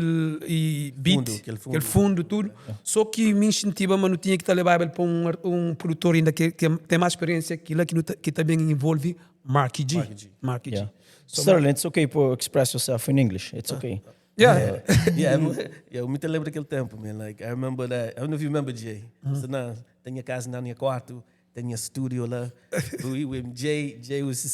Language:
Kabuverdianu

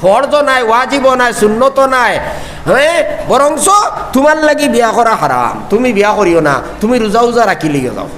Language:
Sylheti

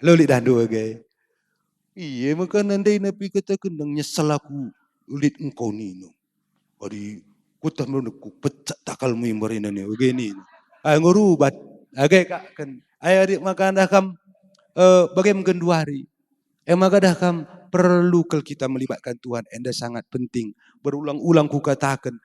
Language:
Batak Karo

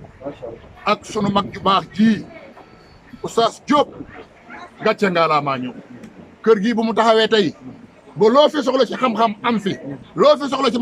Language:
Wolof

